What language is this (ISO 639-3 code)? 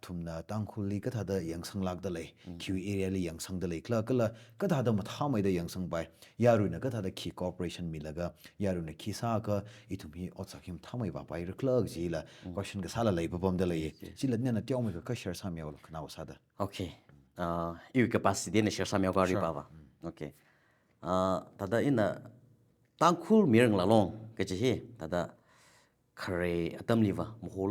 nmf